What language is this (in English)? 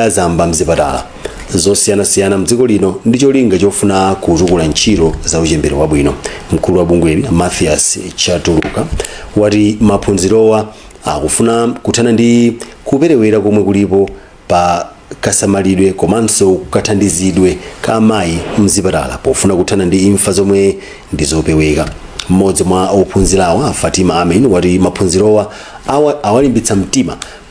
Nyanja